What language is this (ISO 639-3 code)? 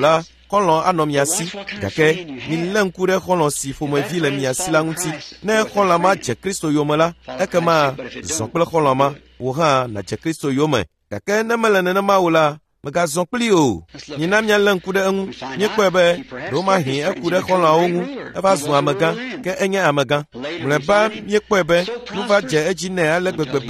ewe